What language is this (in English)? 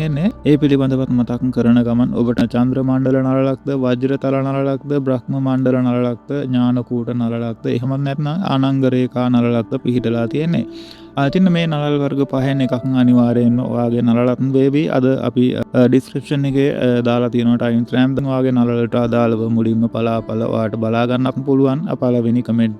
Sinhala